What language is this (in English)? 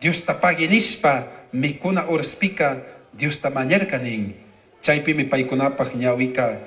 Chimborazo Highland Quichua